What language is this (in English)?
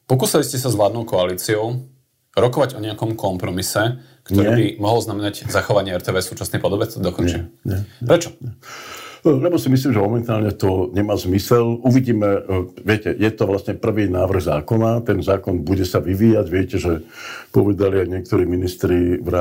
Slovak